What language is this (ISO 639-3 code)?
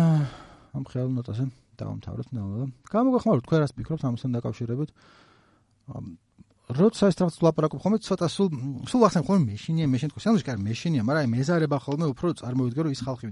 kat